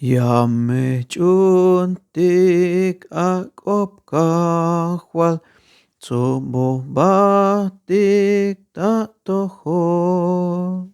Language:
Tzeltal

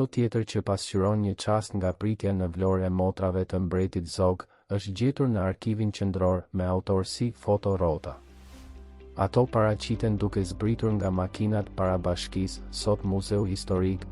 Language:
Albanian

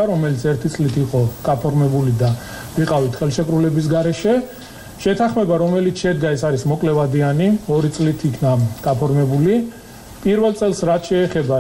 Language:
Georgian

